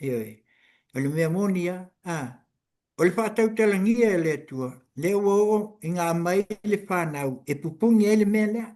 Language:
Samoan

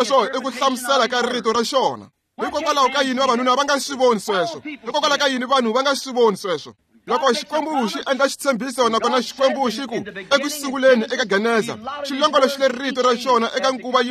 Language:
Tsonga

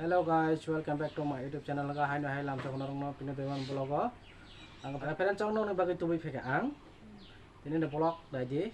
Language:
Kok Borok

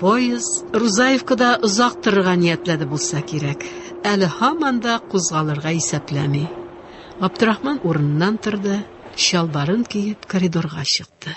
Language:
Tatar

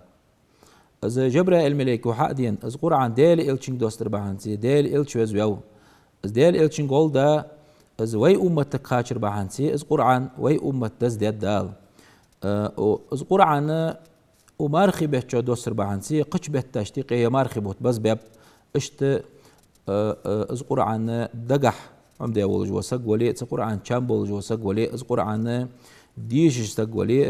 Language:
Ingush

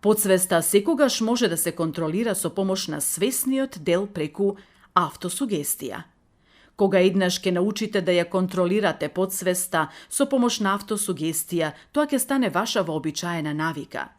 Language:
Macedonian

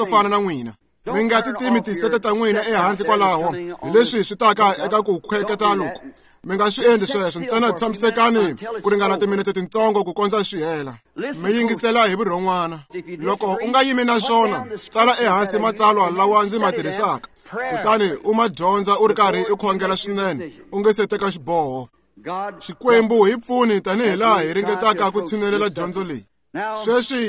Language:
Tsonga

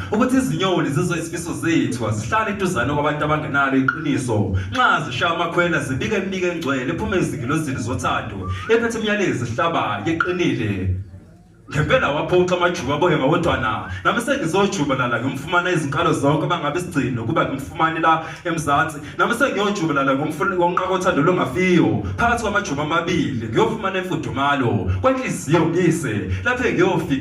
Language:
Zulu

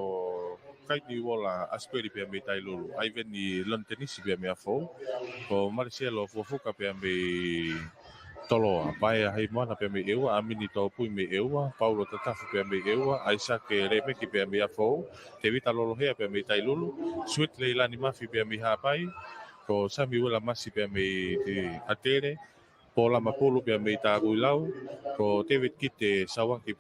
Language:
Tongan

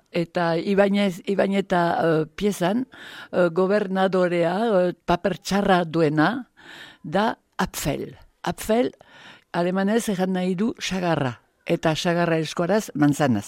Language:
Basque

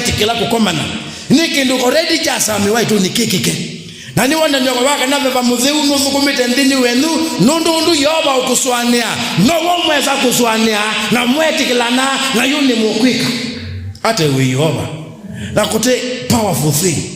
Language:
Kamba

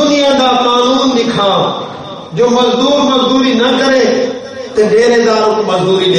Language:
Urdu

